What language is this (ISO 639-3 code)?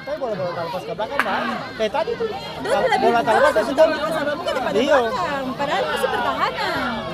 abs